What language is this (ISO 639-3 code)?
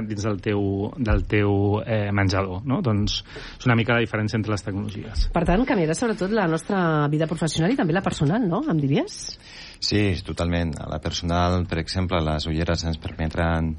cat